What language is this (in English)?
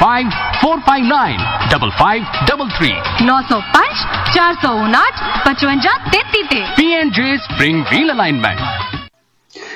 Punjabi